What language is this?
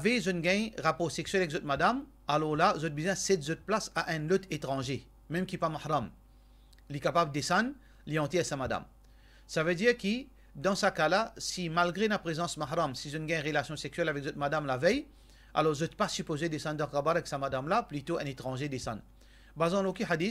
Morisyen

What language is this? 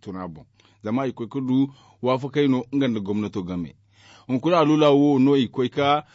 Zarma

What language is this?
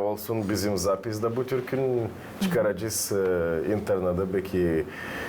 Gagauz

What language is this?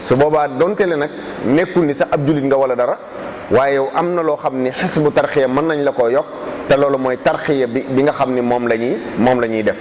Wolof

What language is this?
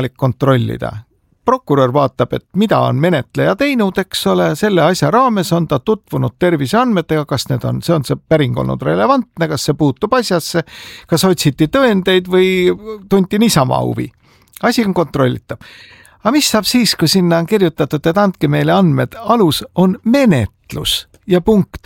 Estonian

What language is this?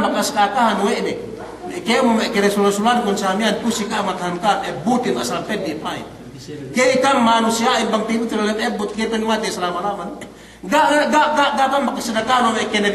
Yakan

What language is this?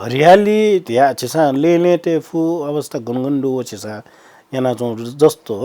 Newari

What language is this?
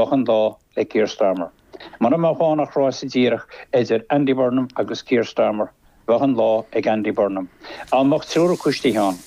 Irish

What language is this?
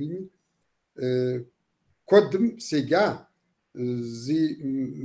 Kabardian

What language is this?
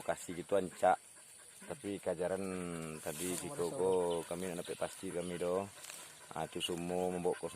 Minangkabau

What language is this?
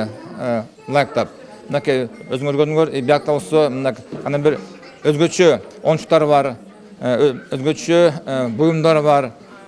Kyrgyz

